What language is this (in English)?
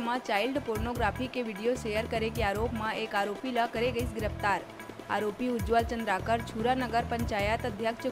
Chhattisgarhi